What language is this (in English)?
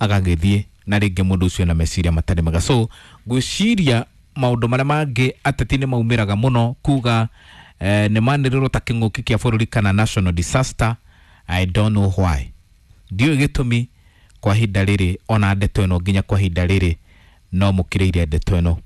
Kikuyu